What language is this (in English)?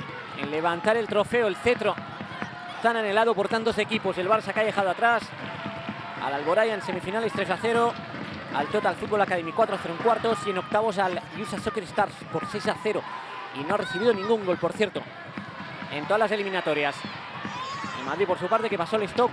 Spanish